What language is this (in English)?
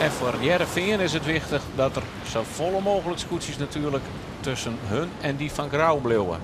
Western Frisian